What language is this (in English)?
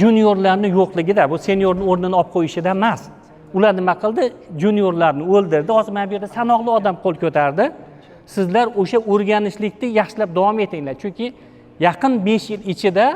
Uzbek